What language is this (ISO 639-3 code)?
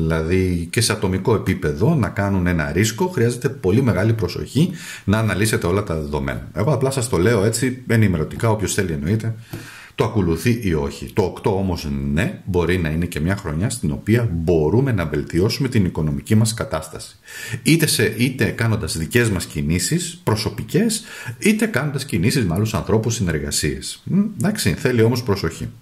ell